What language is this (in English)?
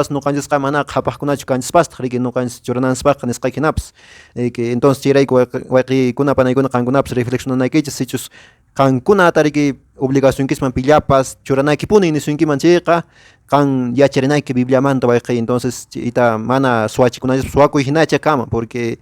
Quechua